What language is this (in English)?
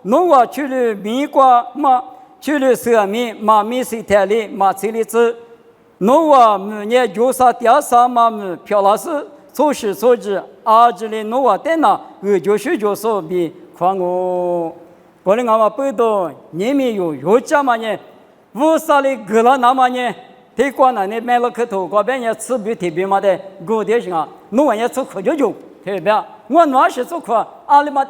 Lisu